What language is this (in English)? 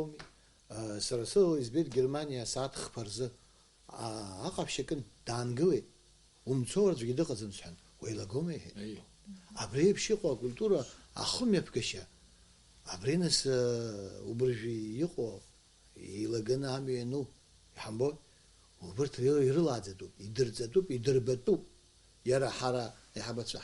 Abkhazian